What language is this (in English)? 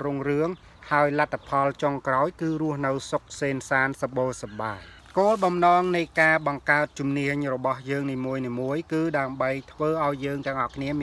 Khmer